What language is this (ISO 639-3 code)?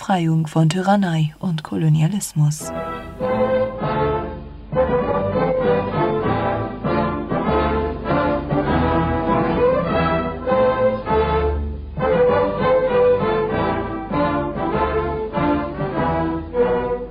deu